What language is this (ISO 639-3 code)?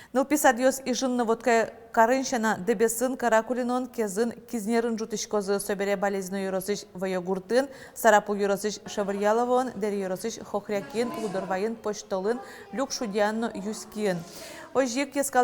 udm